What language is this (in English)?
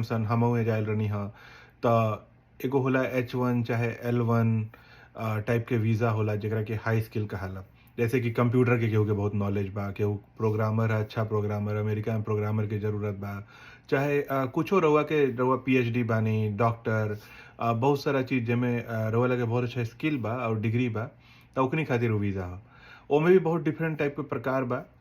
Bhojpuri